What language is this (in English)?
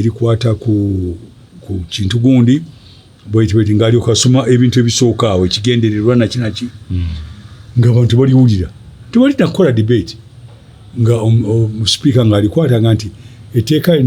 Ganda